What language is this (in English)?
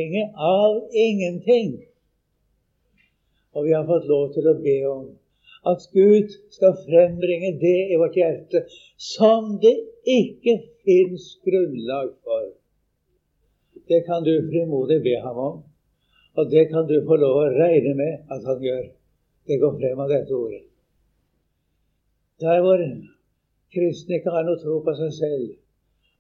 Norwegian